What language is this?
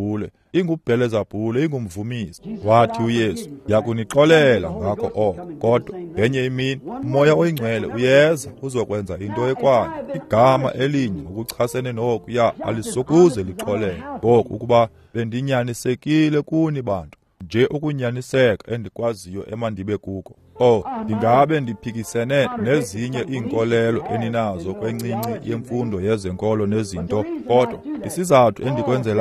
Xhosa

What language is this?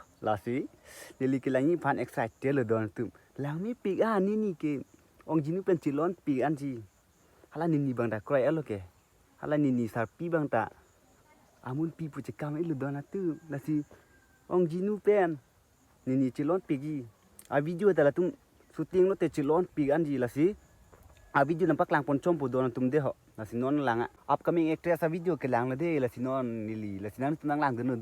Karbi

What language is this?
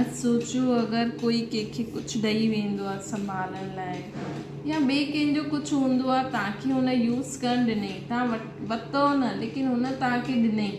Sindhi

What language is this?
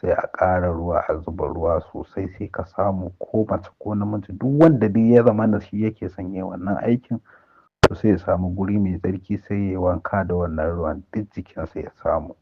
Hausa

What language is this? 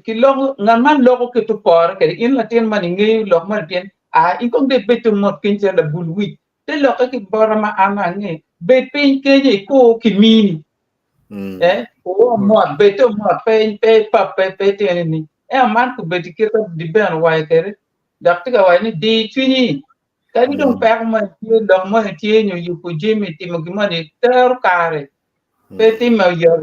Acoli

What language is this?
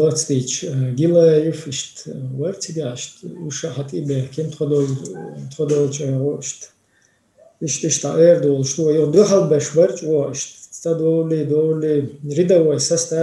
Chechen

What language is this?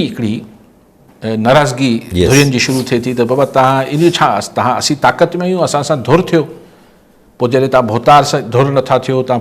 Sindhi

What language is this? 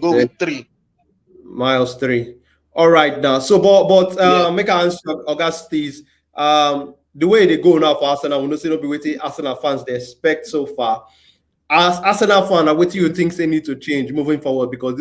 Nigerian Pidgin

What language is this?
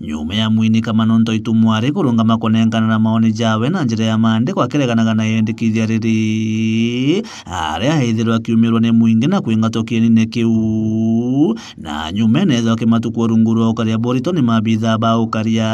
Meru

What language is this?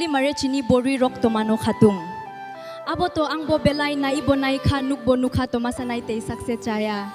Kok Borok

